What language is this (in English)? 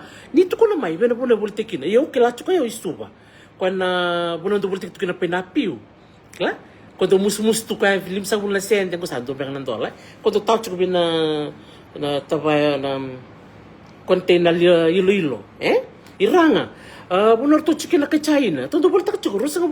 Fijian